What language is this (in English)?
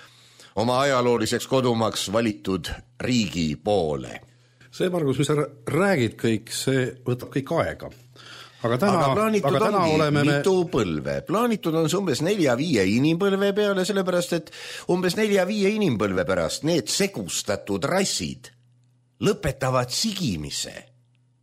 Estonian